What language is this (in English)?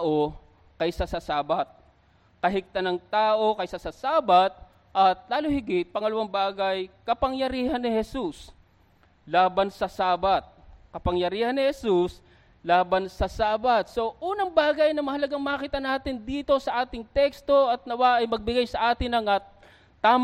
Filipino